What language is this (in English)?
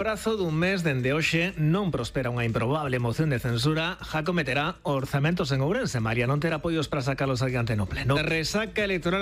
Galician